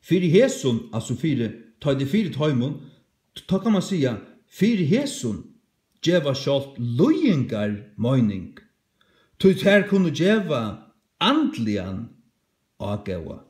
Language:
Faroese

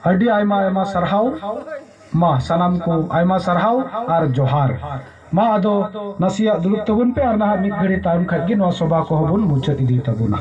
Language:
Santali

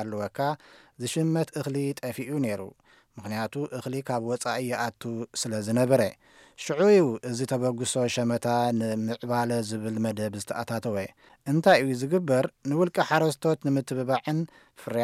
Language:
Tigrinya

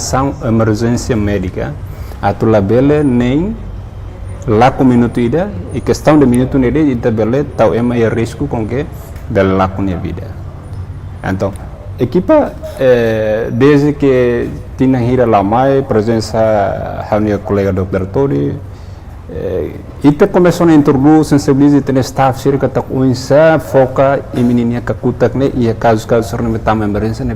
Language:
Tetum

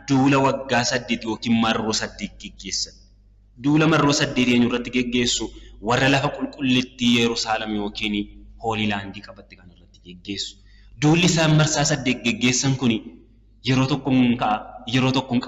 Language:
Oromo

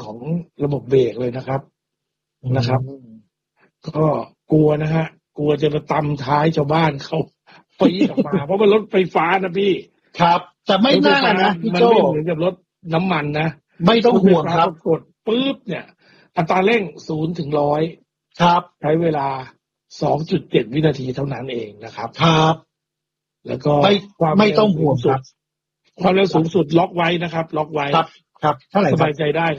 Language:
Thai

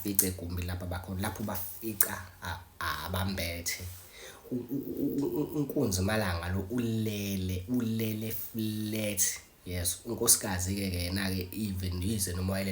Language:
Zulu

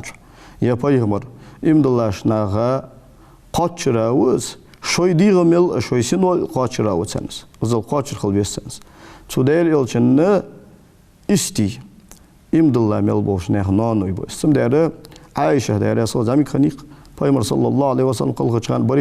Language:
Ingush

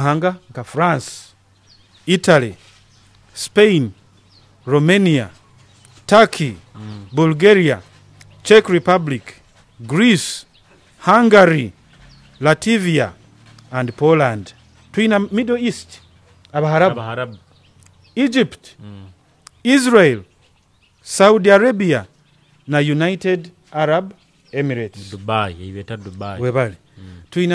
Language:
Nyoro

